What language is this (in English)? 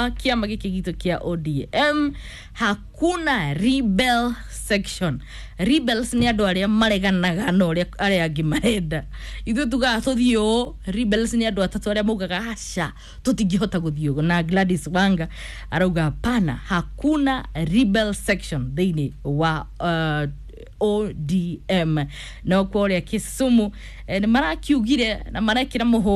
Kikuyu